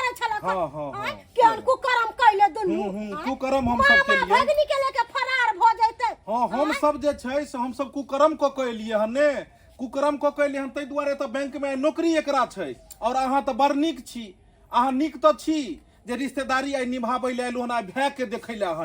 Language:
Maithili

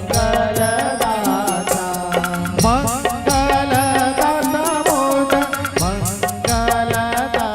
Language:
Chhattisgarhi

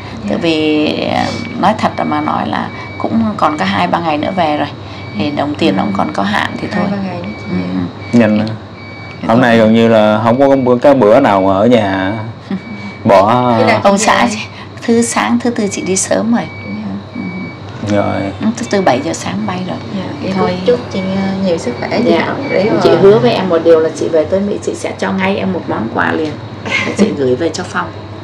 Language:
Vietnamese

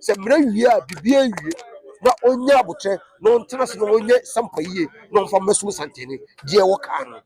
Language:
Akan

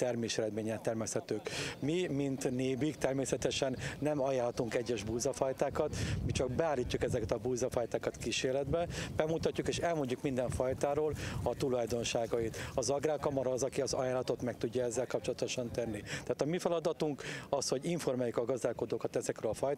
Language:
Hungarian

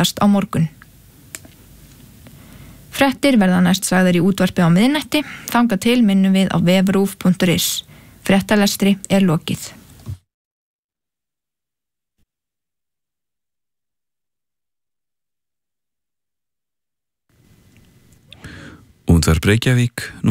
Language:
Icelandic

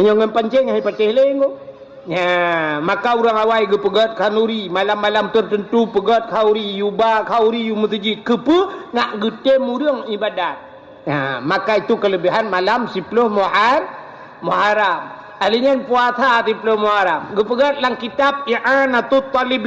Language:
Achinese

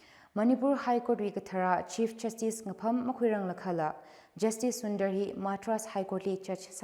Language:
Tangkhul Naga (India)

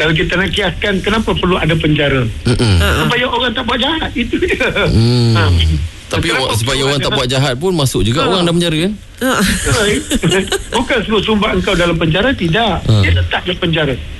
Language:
Malay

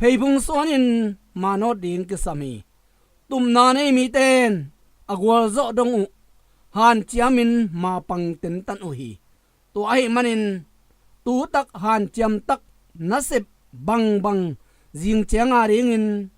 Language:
Tedim Chin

